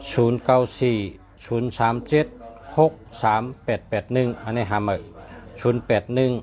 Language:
Shan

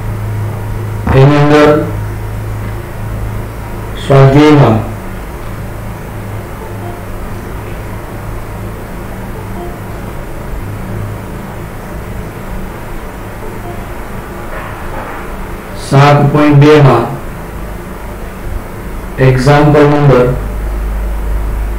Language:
Gujarati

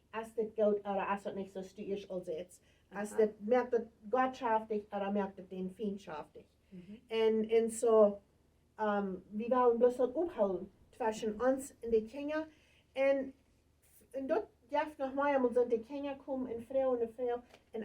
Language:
Plautdietsch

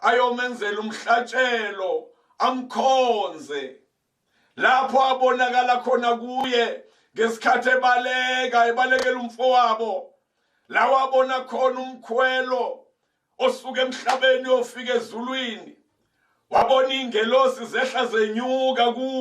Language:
Zulu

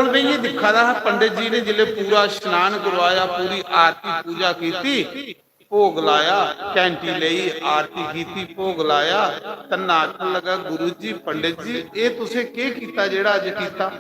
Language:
Dogri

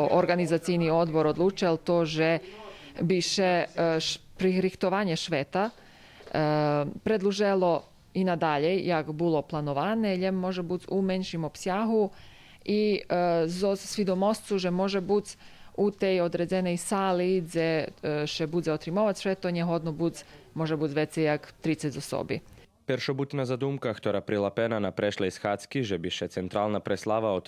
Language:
Rusyn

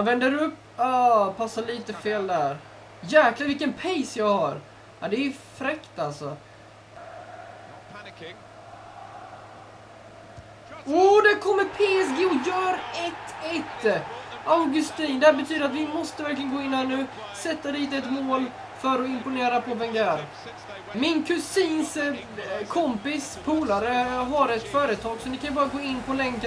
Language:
Swedish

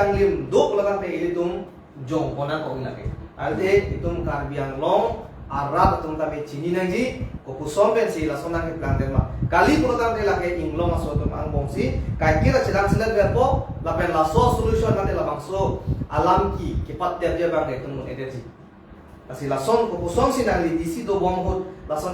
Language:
Karbi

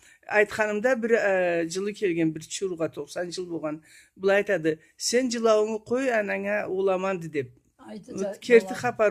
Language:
Karachay-Balkar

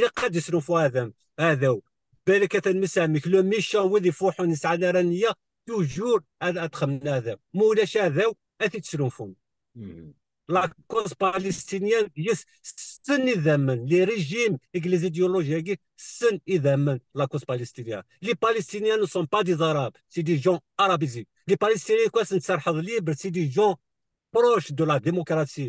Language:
Kabyle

